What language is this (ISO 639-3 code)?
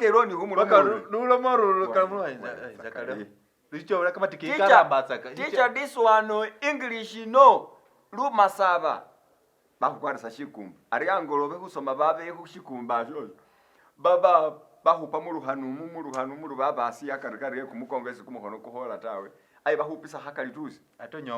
myx